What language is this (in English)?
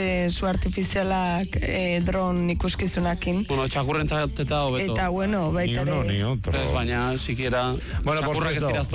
Basque